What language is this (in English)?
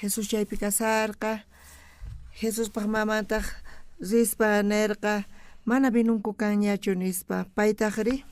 South Bolivian Quechua